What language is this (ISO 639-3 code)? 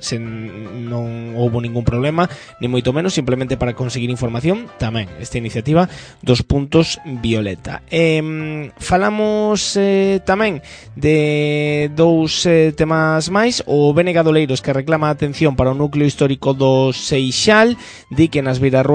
glg